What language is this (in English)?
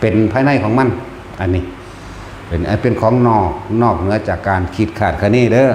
Lao